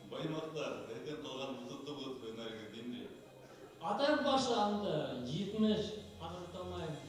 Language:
Bashkir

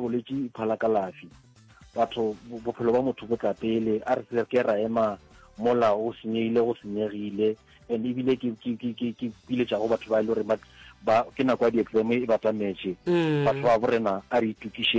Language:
Northern Sotho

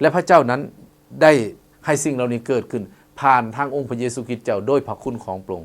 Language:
Lao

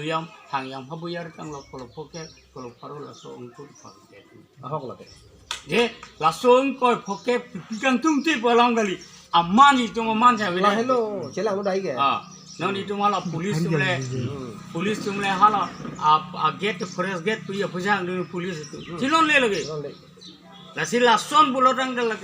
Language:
Karbi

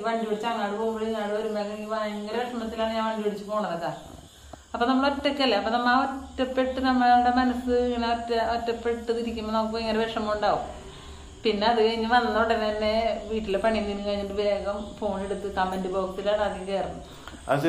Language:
Malayalam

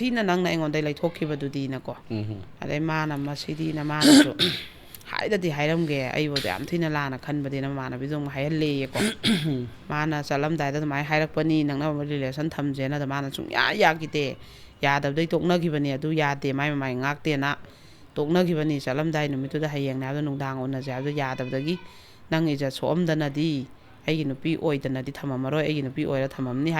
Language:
Manipuri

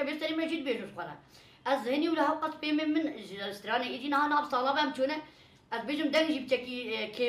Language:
Kurdish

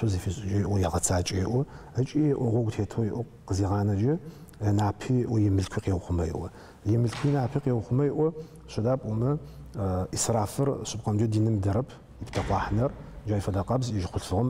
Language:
Adyghe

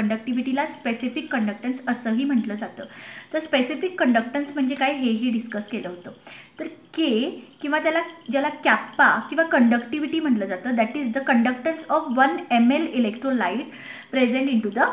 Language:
Marathi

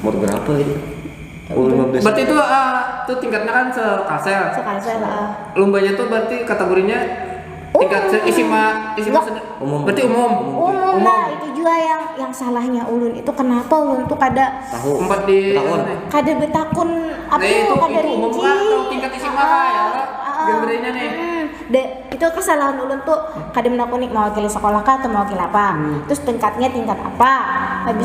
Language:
Banjar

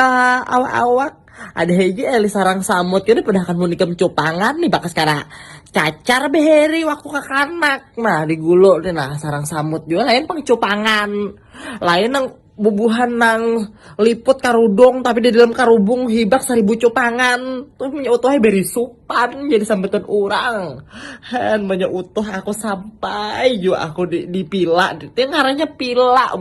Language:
Banjar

